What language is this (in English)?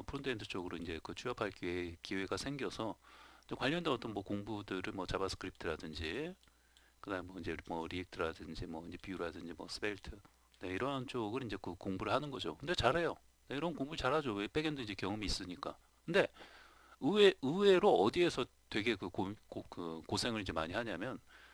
Korean